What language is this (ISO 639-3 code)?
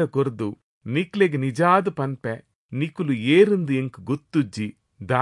tcy